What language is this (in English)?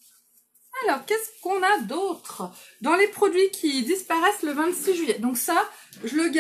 French